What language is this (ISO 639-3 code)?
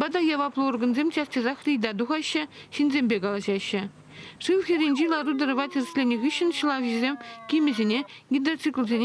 chv